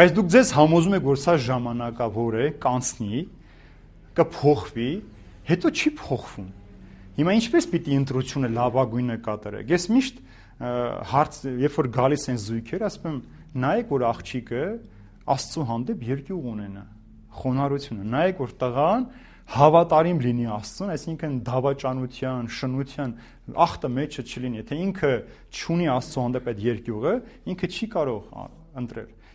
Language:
Armenian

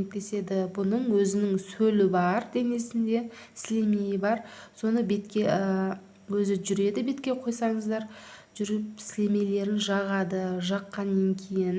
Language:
Kazakh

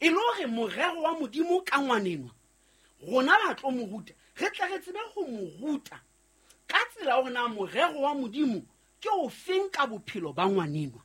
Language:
Southern Sotho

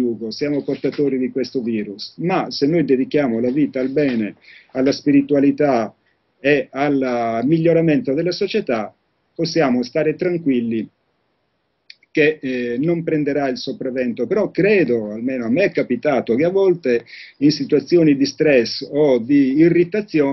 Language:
Italian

